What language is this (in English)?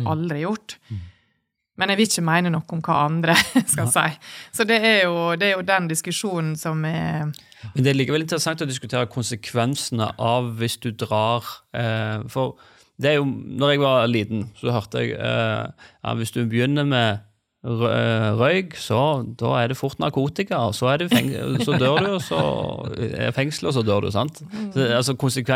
Norwegian